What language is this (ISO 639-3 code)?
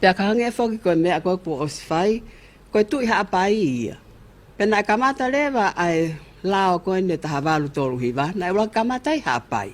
ton